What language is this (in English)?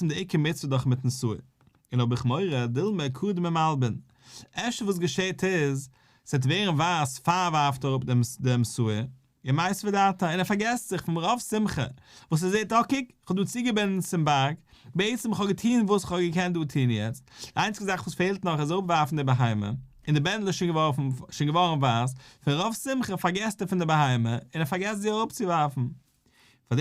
Yiddish